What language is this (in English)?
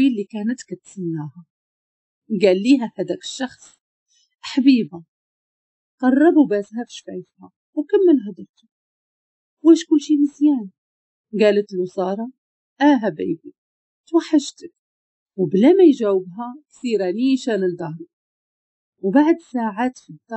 Moroccan Arabic